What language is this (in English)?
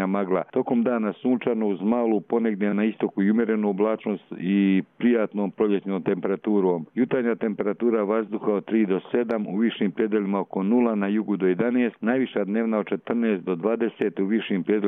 Croatian